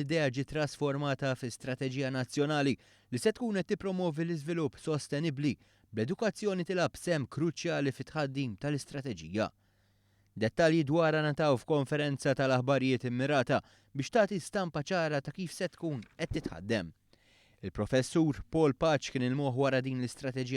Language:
Maltese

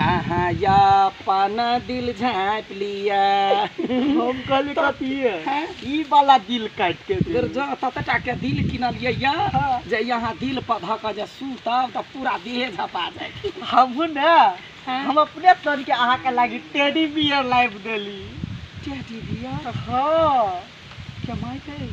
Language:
Maithili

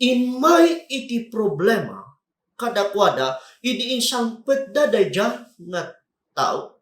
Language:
Iloko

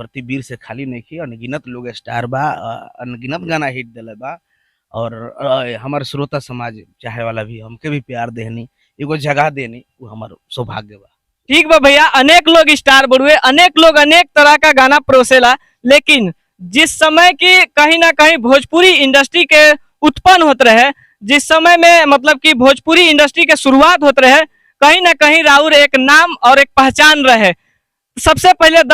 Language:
Bhojpuri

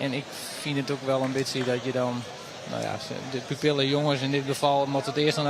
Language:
Western Frisian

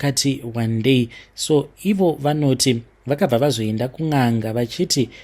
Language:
Shona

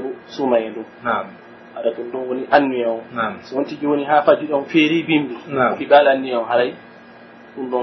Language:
Pular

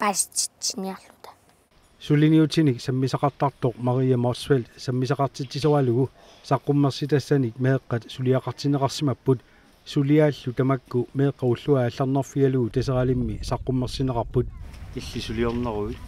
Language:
Kalaallisut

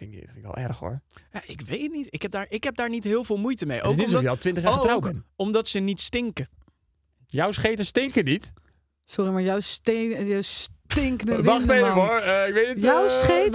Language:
Dutch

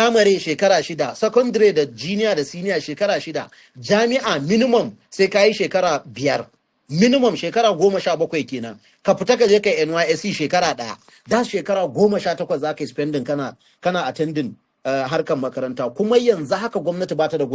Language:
Hausa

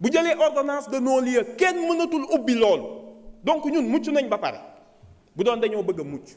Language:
Wolof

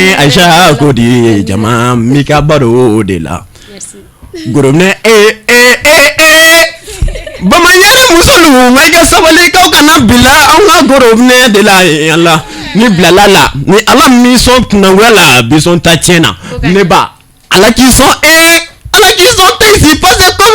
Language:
Bambara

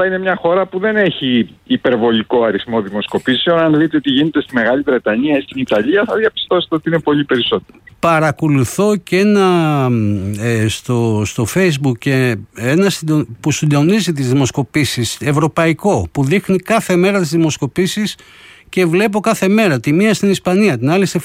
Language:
Greek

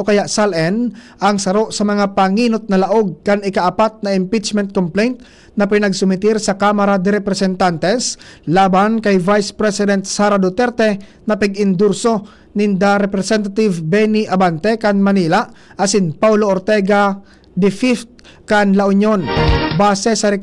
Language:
Bikol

